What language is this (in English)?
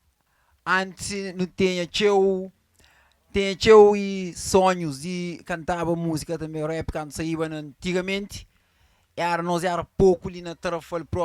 Kabuverdianu